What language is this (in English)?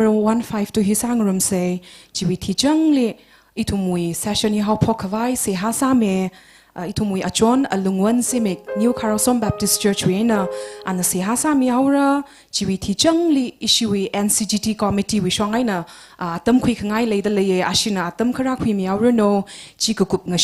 Tangkhul Naga (India)